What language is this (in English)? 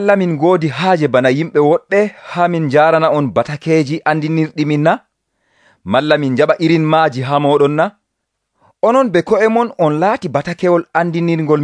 Nigerian Fulfulde